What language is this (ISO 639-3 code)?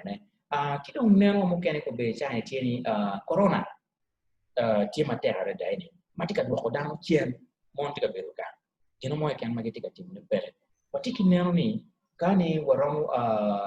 ach